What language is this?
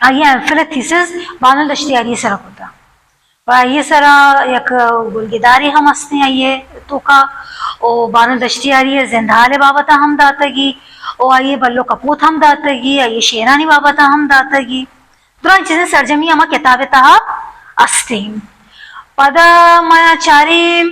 Baluchi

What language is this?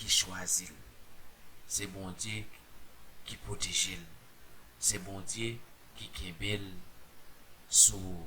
Haitian Creole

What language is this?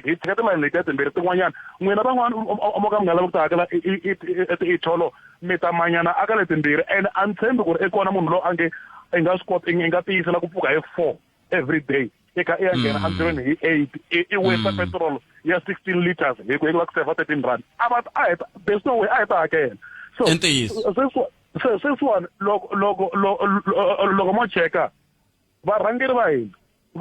Tsonga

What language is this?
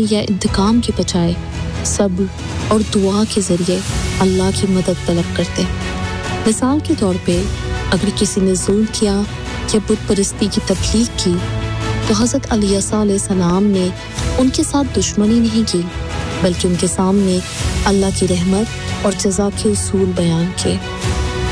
Urdu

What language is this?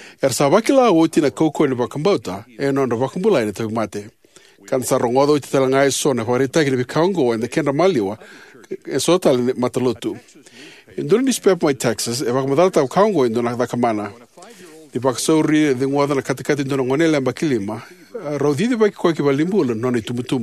Fijian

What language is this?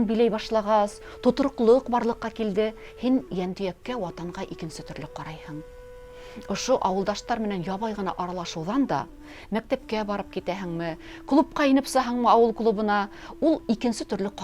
Bashkir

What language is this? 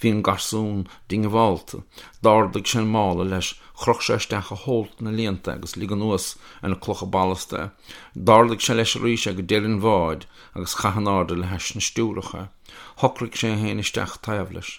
Irish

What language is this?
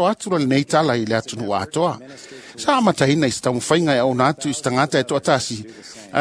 Samoan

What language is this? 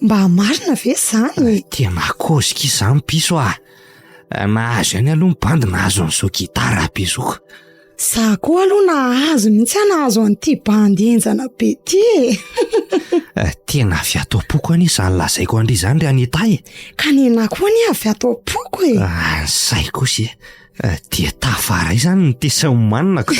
Malagasy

